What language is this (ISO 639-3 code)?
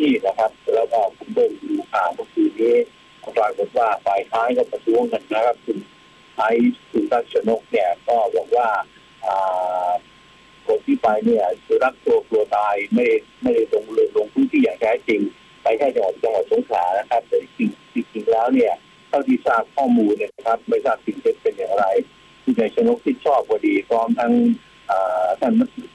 tha